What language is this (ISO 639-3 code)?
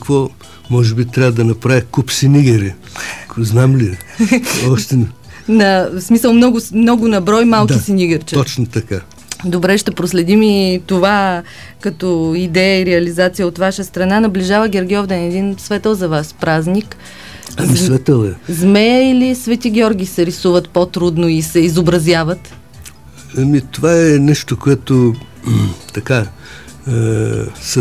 bul